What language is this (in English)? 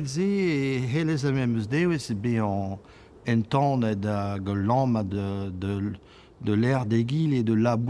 Breton